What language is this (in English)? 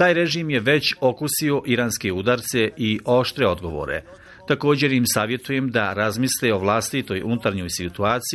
Bosnian